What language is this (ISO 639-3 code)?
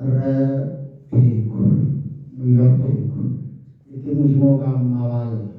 tsn